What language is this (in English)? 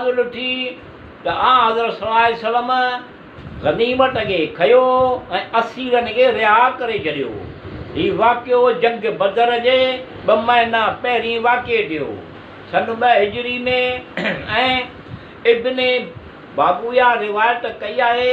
Sindhi